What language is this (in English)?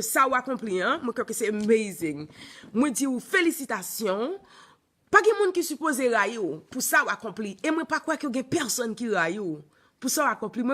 Haitian Creole